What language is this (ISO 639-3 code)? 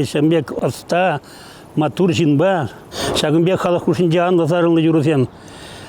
chv